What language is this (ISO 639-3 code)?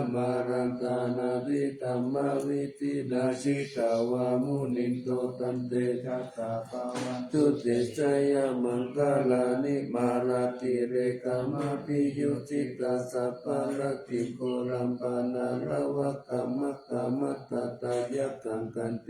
pli